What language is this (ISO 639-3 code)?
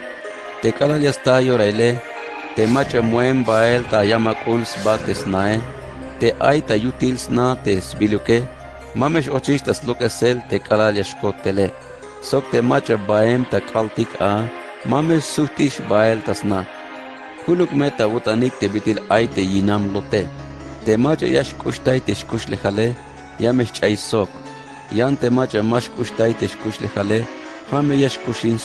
tzh